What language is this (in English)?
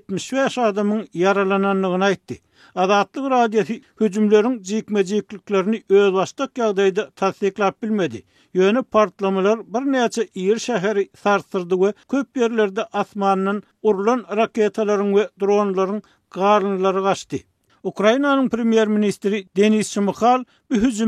Turkmen